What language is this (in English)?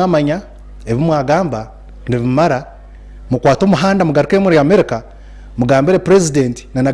Nyankole